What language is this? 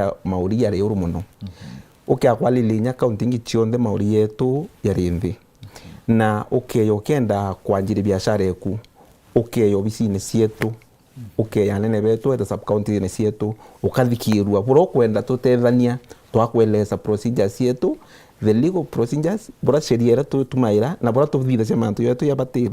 Meru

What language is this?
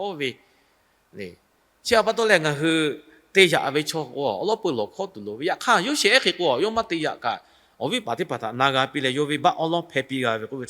Lahu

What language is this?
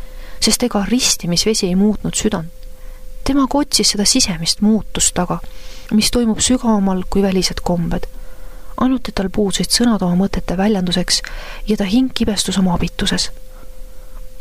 Estonian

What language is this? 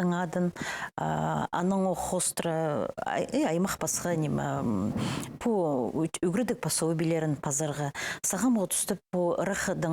Khakas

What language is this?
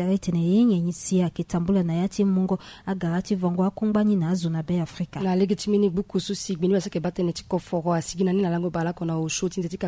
Sango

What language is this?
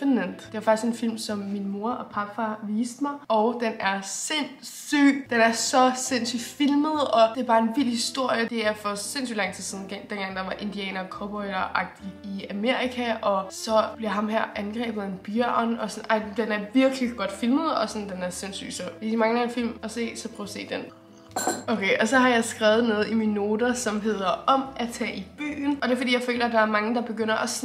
Danish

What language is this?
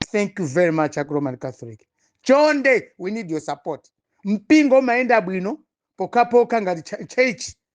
Nyanja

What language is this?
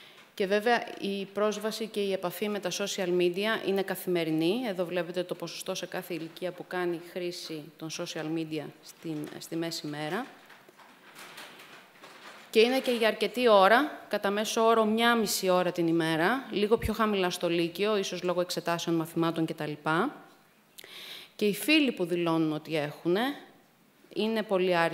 Greek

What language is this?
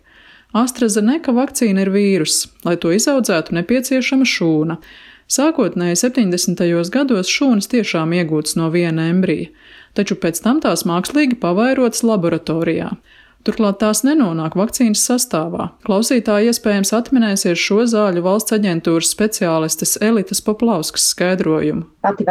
Latvian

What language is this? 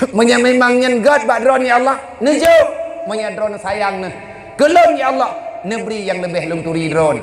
Achinese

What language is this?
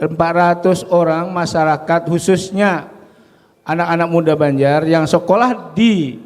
Banjar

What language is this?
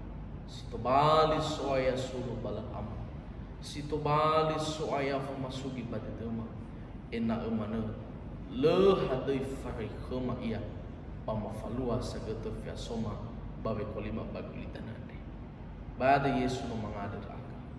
Nias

